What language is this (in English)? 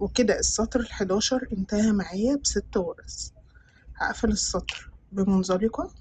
Egyptian Arabic